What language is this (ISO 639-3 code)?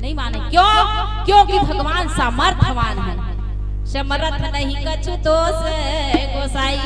hne